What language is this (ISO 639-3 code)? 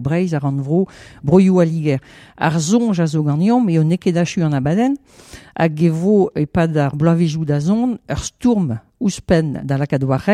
bre